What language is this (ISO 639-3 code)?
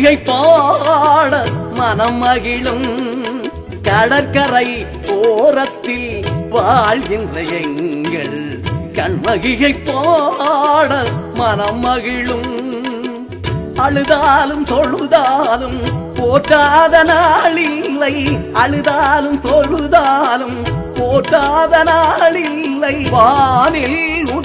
tam